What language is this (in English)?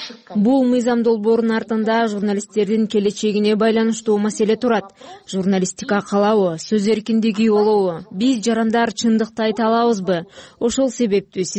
Kyrgyz